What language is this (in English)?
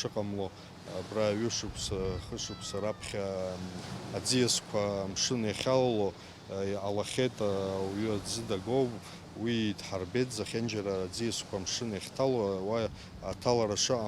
Abkhazian